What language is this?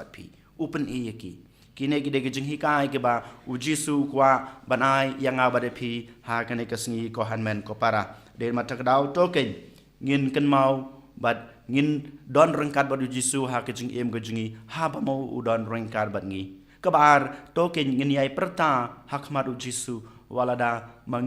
Khasi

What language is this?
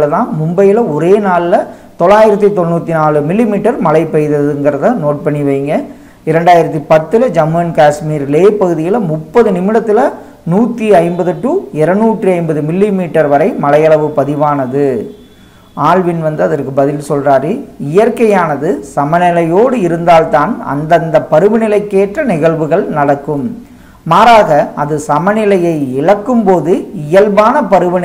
Tamil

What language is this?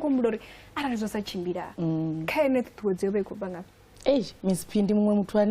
Venda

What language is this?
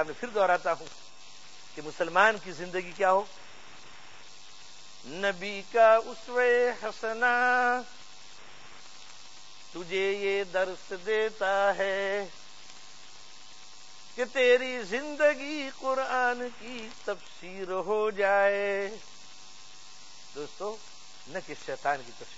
Urdu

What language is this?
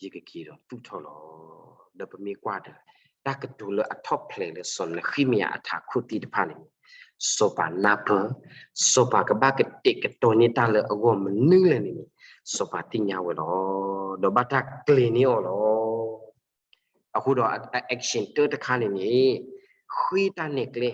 S'gaw Karen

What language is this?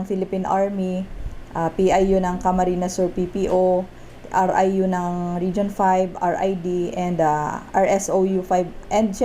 Bikol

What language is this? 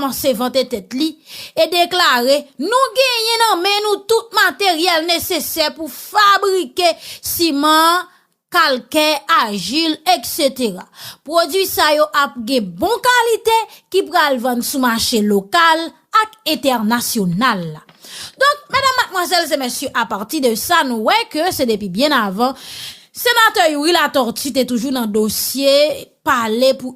Haitian Creole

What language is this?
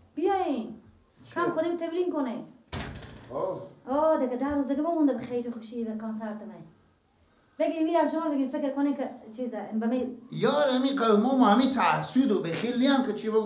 Persian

